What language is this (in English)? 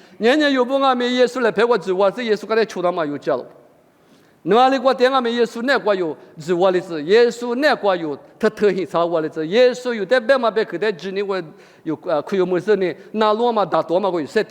Lisu